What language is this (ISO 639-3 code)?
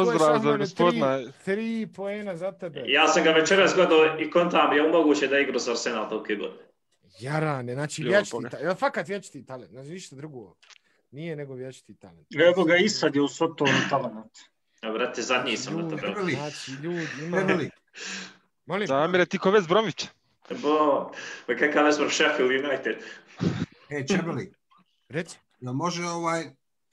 bos